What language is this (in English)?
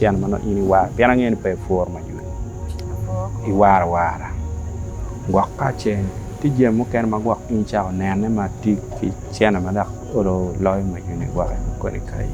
Acoli